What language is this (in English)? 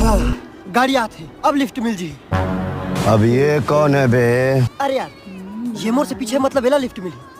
Chhattisgarhi